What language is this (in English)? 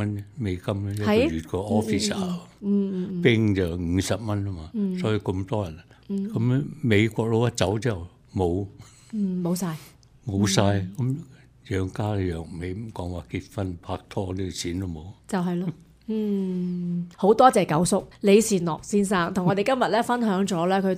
Cantonese